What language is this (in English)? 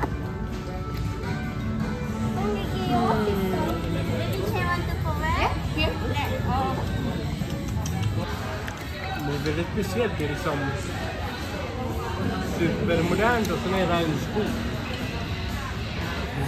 Swedish